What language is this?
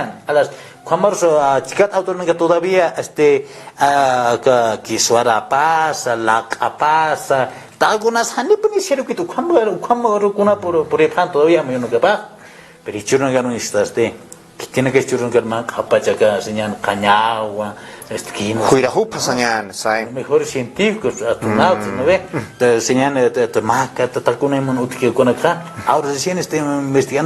Aymara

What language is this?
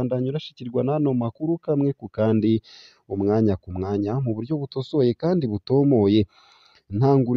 Rundi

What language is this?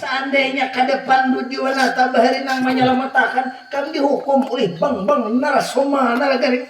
Banjar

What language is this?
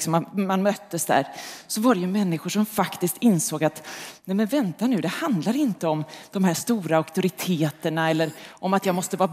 Swedish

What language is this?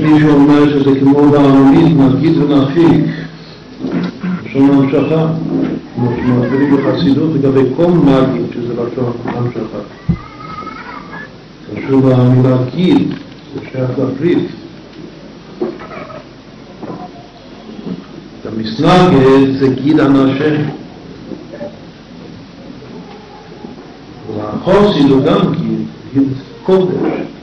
Hebrew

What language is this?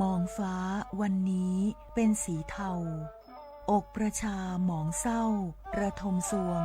Lahu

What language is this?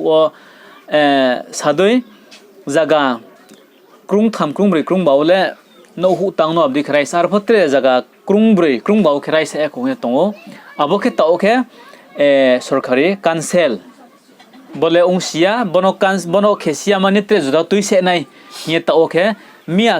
Riang (India)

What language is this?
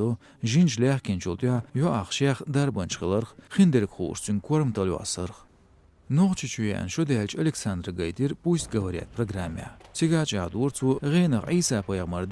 Chechen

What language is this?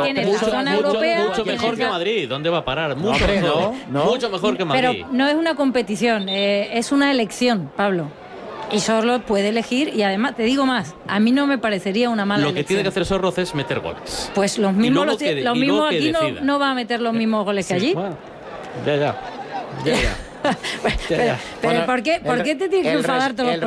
Spanish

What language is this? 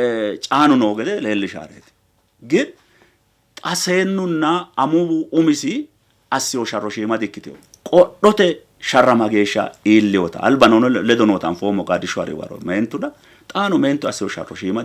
Sidamo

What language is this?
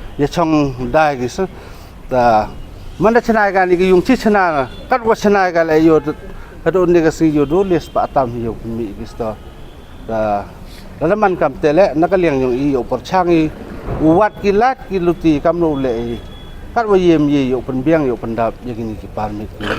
Pnar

